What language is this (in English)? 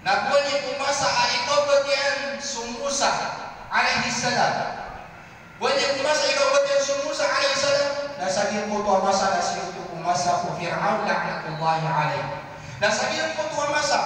Maranao